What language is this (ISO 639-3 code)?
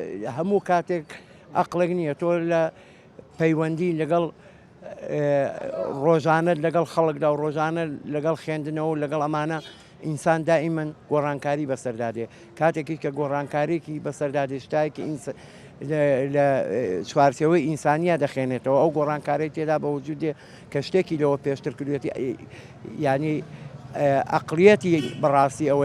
ckb